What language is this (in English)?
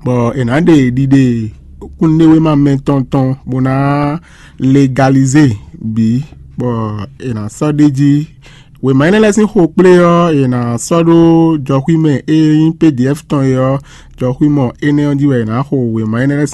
Fon